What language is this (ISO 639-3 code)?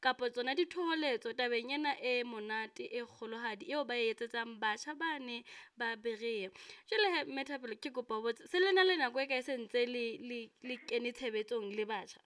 sot